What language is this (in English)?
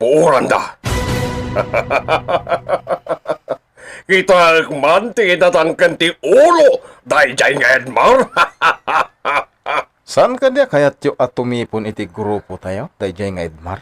Iloko